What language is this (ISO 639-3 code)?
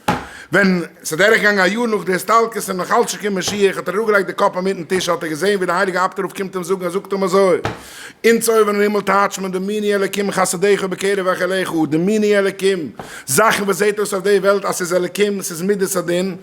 yid